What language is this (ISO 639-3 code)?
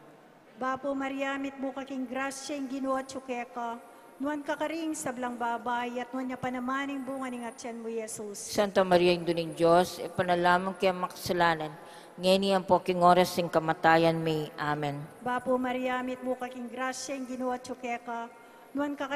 pam